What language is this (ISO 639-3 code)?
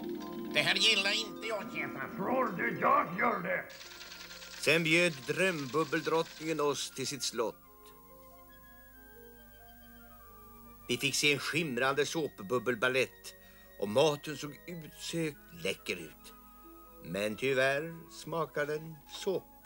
swe